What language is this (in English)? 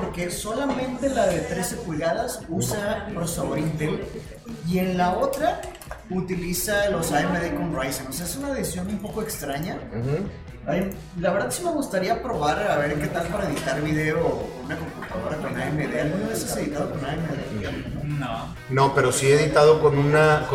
Spanish